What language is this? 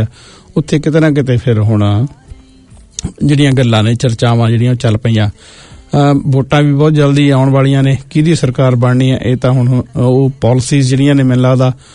Punjabi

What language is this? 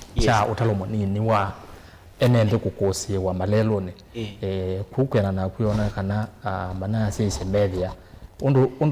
Kamba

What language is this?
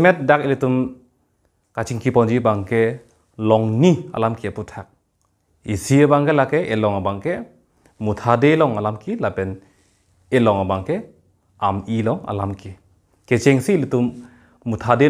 Karbi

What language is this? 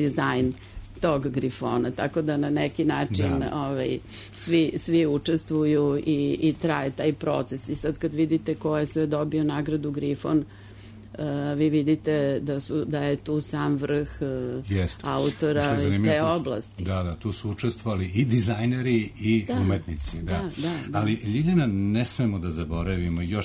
Serbian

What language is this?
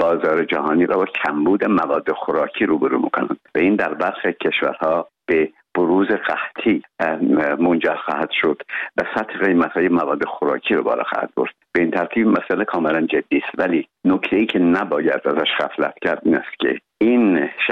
Persian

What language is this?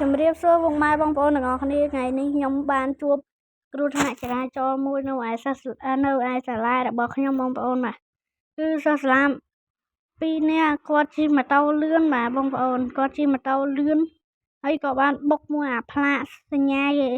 Khmer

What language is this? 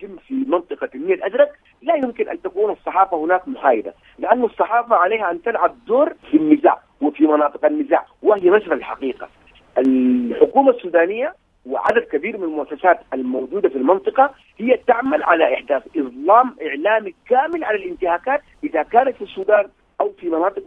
Sudanese Arabic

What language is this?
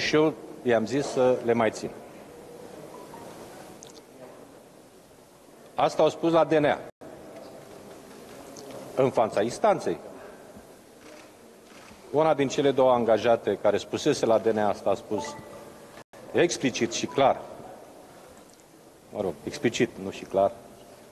Romanian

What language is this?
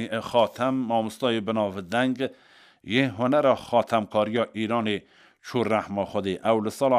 Kurdish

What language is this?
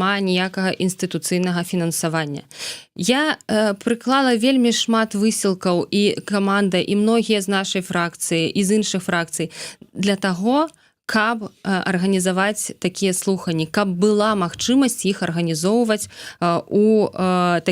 Belarusian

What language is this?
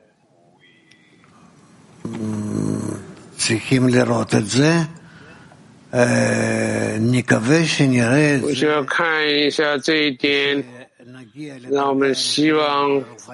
Chinese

